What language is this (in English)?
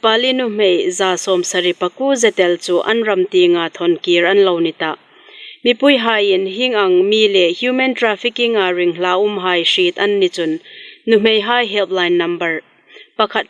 Hmar